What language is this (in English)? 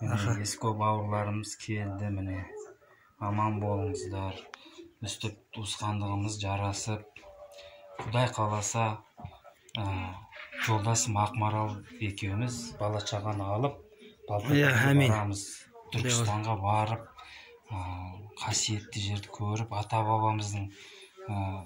Kazakh